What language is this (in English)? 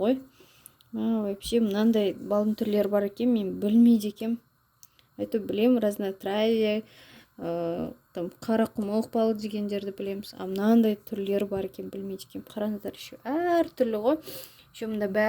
Kazakh